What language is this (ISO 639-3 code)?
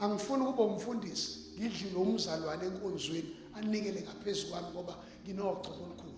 zul